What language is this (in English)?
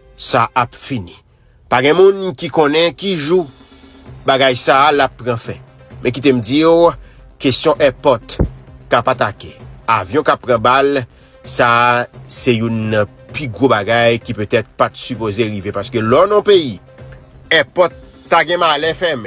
Haitian Creole